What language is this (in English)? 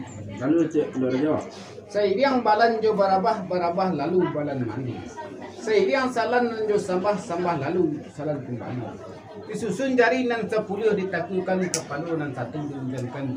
Minangkabau